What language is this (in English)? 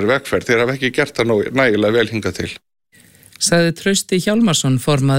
Icelandic